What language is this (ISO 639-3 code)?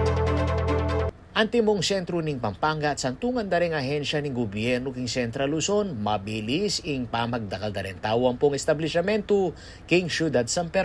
pam